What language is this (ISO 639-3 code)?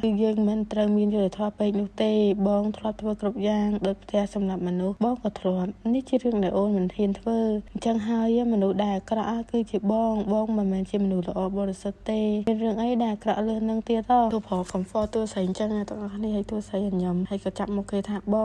khm